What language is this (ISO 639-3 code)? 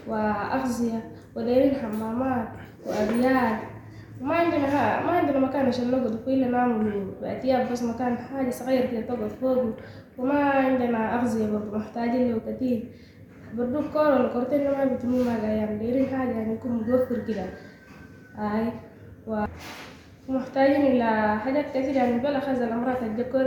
apd